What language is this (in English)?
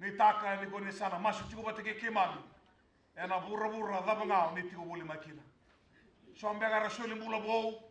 Fijian